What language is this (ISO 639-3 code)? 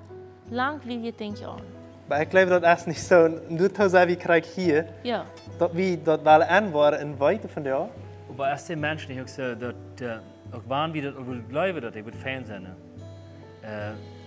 pdt